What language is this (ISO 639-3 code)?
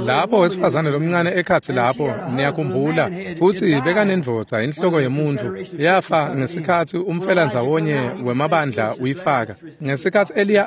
ssw